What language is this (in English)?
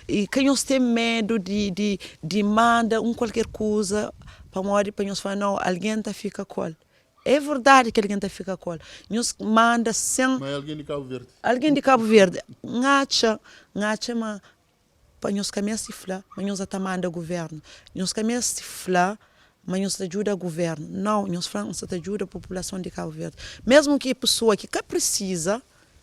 Kabuverdianu